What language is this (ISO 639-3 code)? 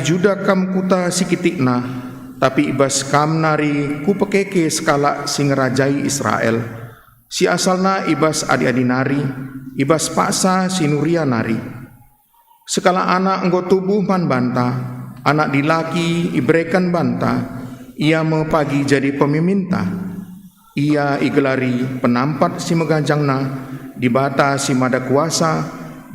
btx